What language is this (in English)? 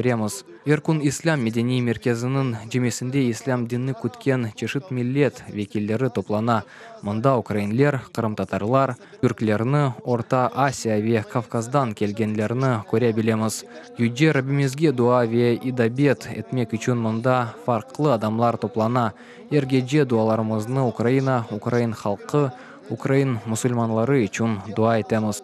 Crimean Tatar